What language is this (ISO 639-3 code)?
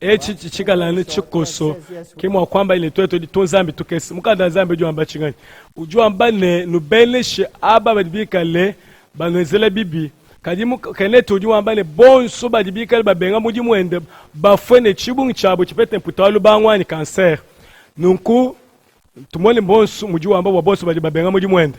lua